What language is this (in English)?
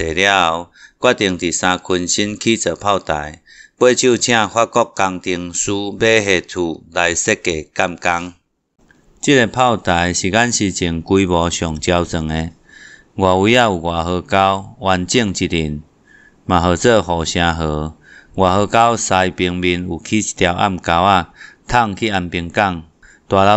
Min Nan Chinese